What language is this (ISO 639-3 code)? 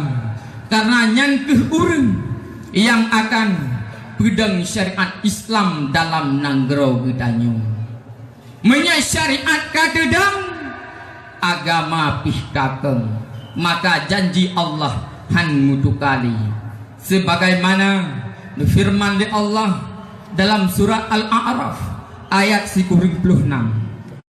ace